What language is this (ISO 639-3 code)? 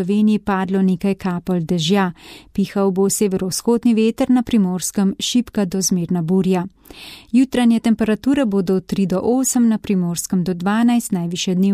slv